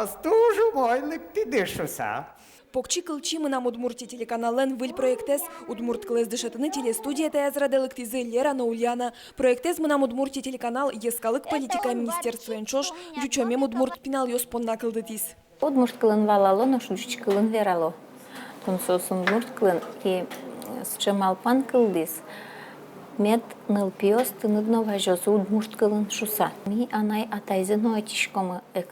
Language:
Udmurt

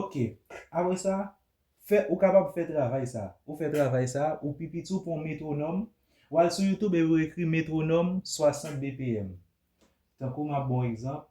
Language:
Haitian Creole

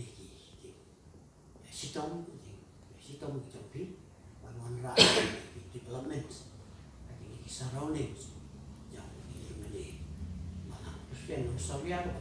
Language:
Khasi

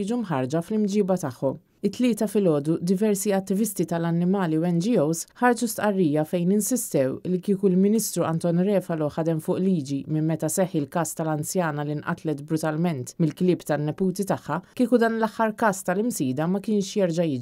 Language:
Maltese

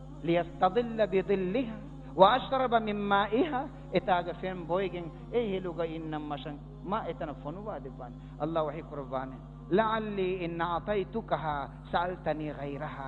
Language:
Divehi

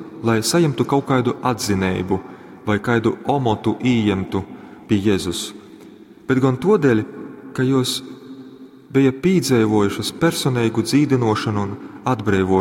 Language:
Latgalian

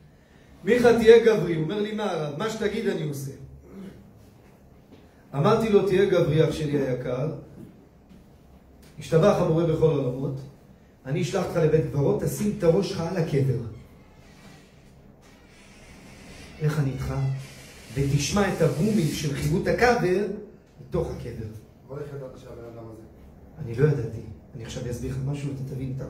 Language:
Hebrew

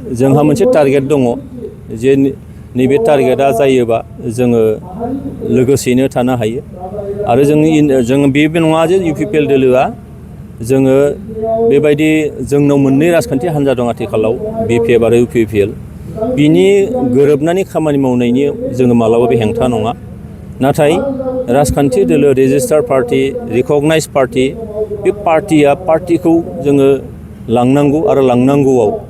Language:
Bodo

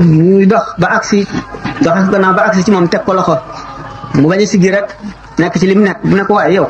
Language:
Wolof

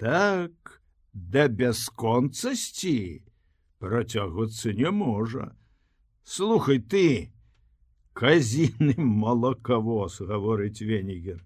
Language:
Belarusian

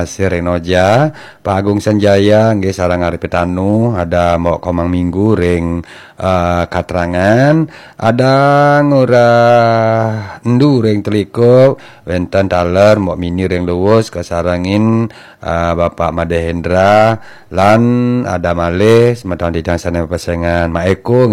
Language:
Balinese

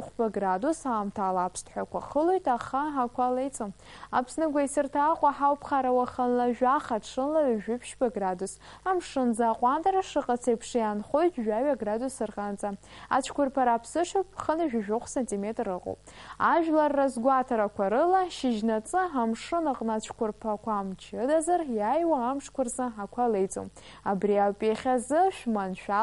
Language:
Abkhazian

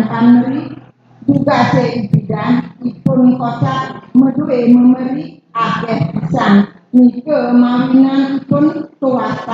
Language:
Balinese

